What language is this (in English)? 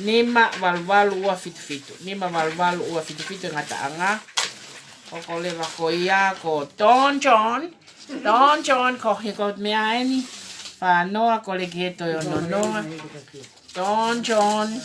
Tongan